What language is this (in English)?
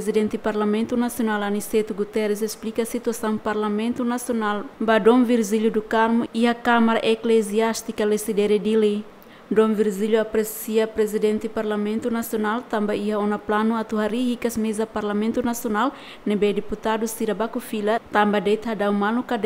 Tetum